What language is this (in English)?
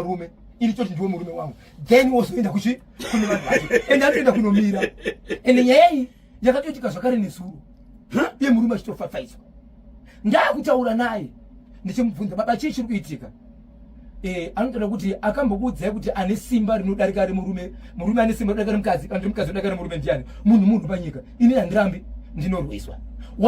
Shona